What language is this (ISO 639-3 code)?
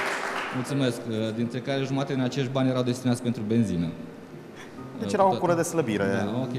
ron